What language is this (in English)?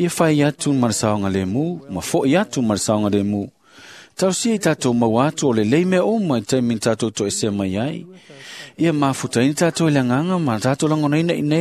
Samoan